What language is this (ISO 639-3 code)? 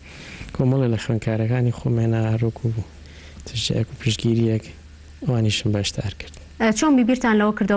ckb